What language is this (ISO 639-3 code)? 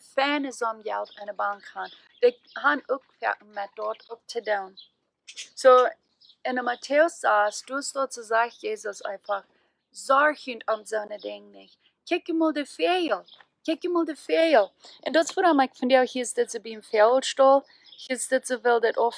pdt